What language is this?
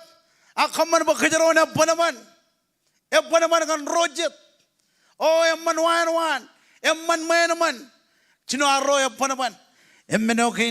Marshallese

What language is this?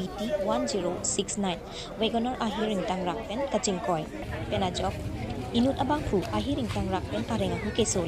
Karbi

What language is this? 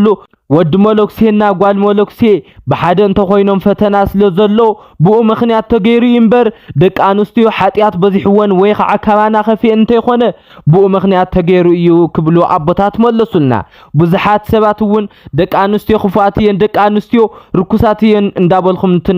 Tigrinya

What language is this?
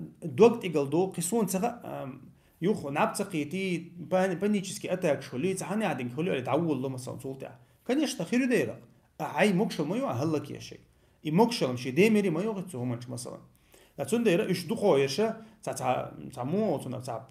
Chechen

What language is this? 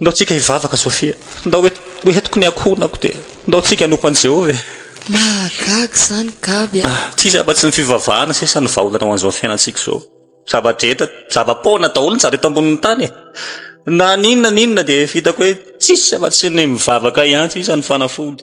Malagasy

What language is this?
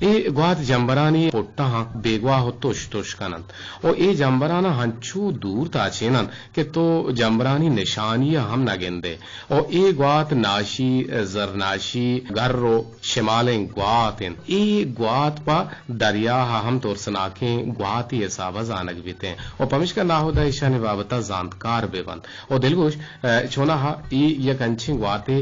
Eastern Balochi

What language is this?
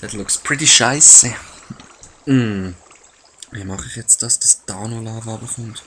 Swiss German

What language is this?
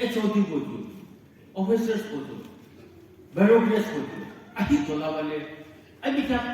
Naga Pidgin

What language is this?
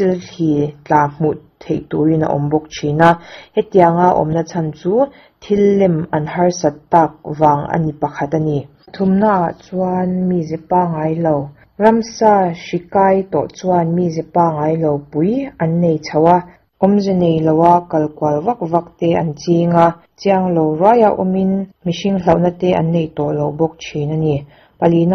Mizo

